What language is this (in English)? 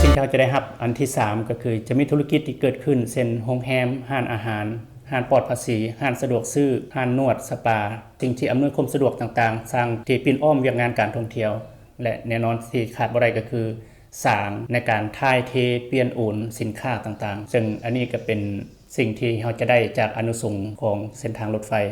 Lao